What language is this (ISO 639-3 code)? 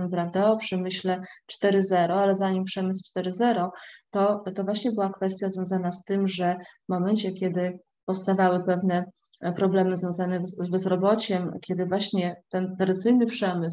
pol